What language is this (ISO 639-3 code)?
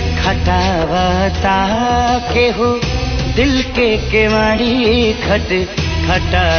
bho